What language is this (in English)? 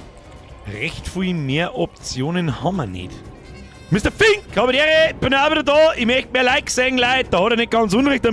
Bavarian